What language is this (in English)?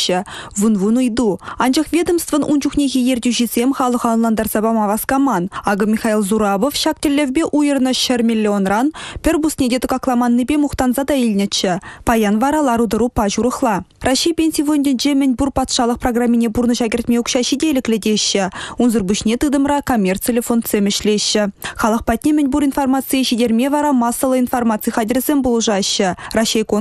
Chuvash